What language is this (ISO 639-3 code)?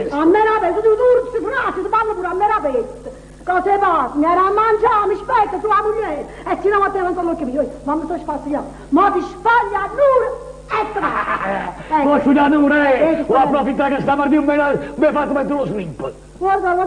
nap